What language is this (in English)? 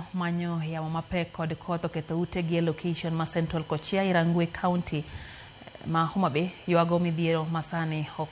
Luo (Kenya and Tanzania)